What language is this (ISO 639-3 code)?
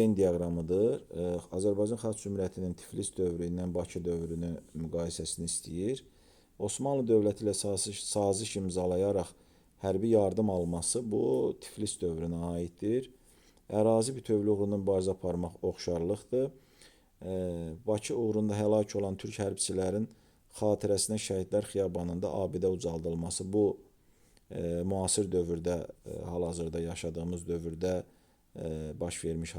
aze